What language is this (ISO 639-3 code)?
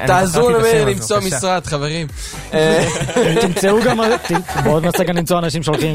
heb